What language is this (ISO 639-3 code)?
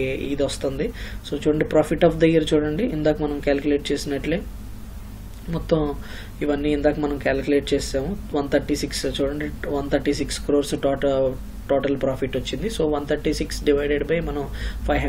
tel